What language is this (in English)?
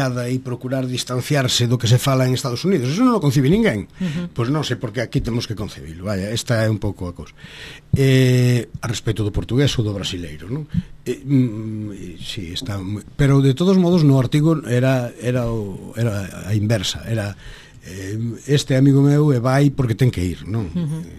Galician